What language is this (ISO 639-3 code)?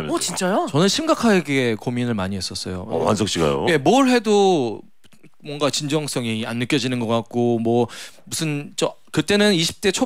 kor